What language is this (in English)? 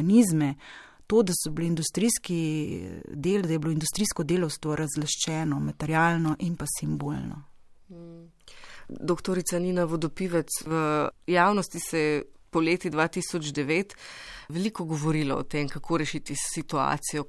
Slovenian